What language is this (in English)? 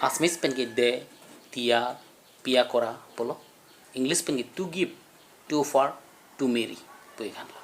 Karbi